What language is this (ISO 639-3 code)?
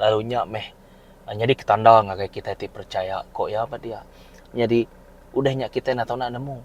iba